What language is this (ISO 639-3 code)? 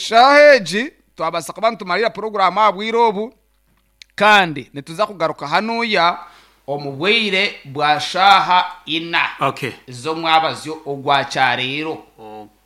nyn